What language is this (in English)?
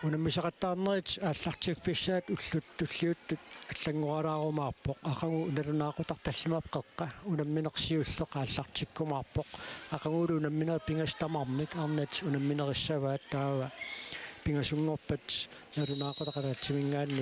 Kalaallisut